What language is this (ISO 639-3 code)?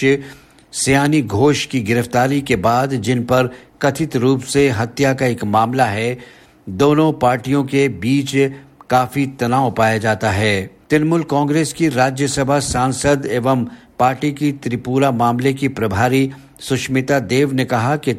hin